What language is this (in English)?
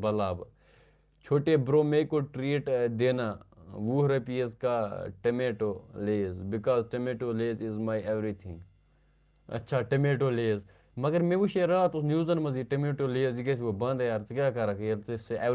Kashmiri